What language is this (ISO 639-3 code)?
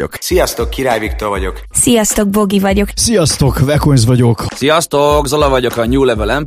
hun